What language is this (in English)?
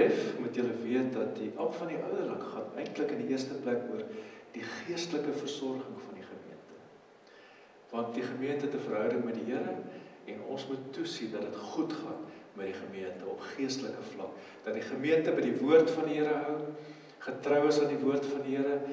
Afrikaans